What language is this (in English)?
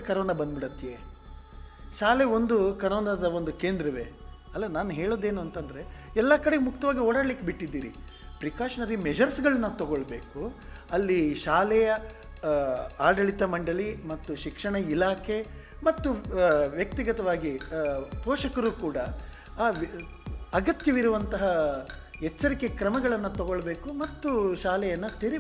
Kannada